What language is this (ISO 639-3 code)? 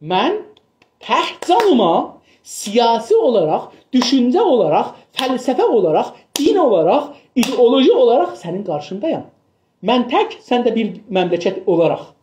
azb